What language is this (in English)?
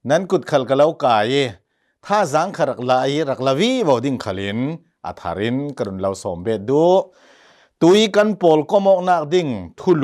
Hakha Chin